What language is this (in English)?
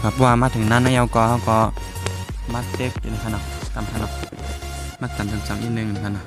Shan